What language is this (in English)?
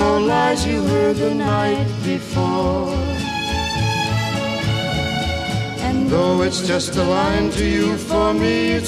English